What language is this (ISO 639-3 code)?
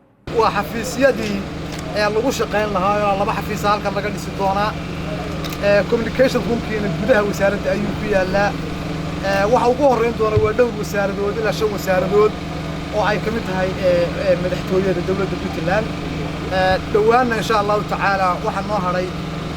som